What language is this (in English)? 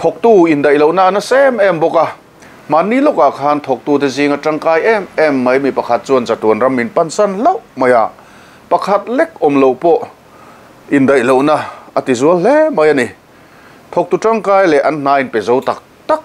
Mizo